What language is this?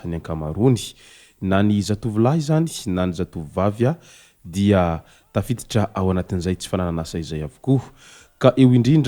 Malagasy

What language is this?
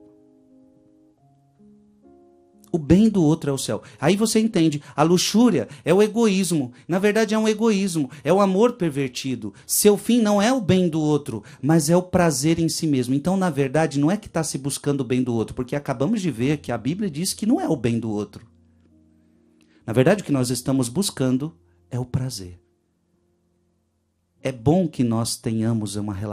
Portuguese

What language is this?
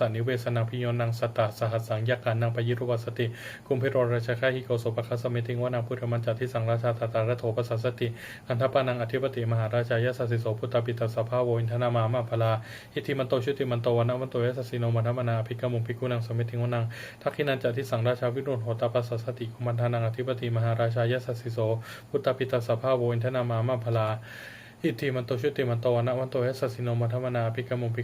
Pali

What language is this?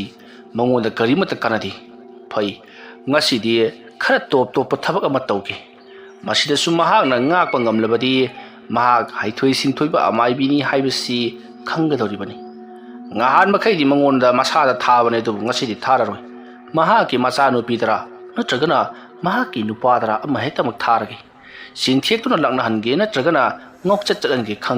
Manipuri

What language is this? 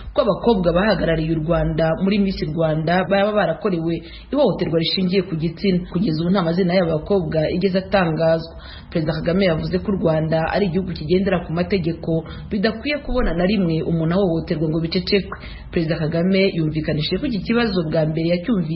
Kinyarwanda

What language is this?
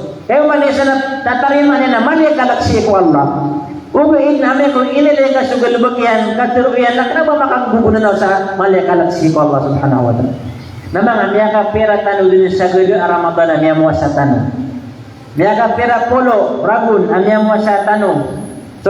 Maranao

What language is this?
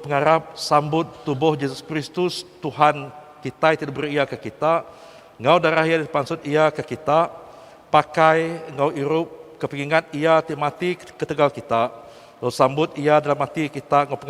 Iban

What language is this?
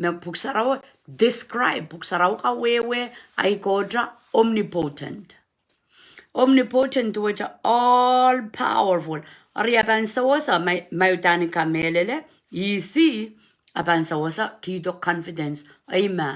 Pohnpeian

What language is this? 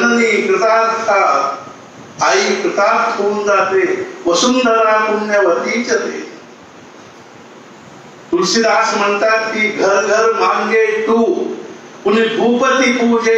Marathi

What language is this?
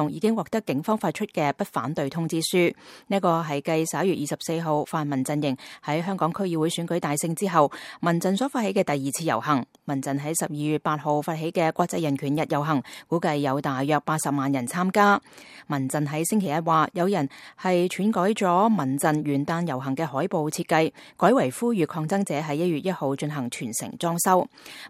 Cantonese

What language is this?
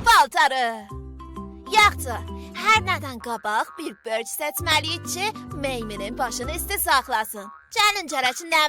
South Azerbaijani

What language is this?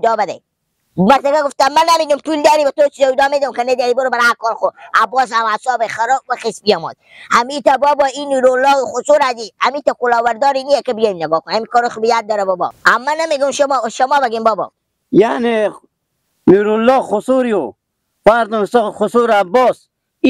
Persian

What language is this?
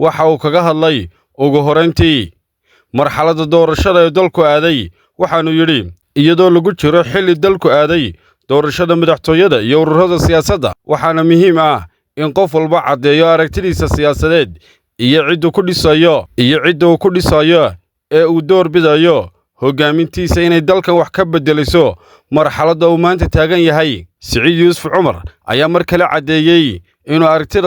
Somali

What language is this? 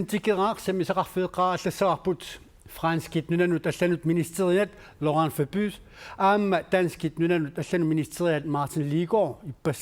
Kalaallisut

